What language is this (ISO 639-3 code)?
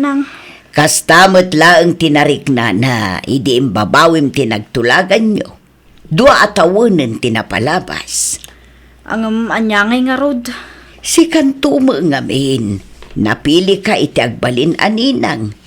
ilo